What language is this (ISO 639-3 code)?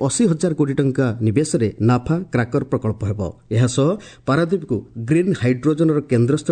ori